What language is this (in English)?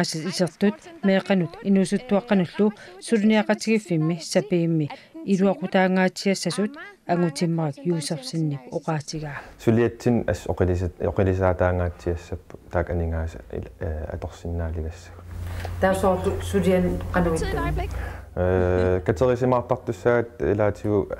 Kalaallisut